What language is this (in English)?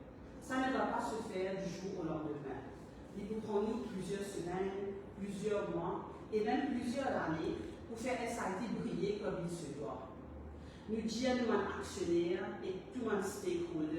Morisyen